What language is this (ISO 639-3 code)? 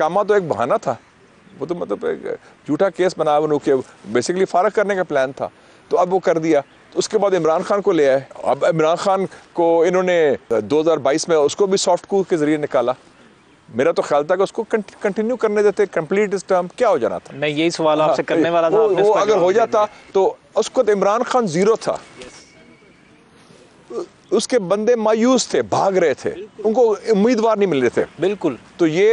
urd